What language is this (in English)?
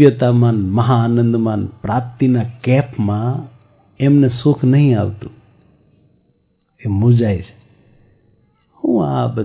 Gujarati